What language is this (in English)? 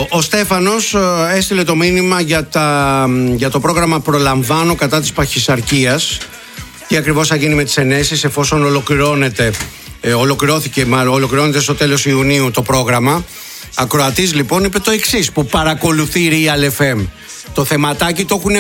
Greek